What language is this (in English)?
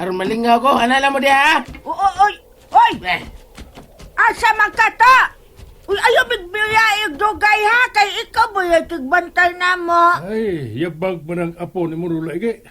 Cebuano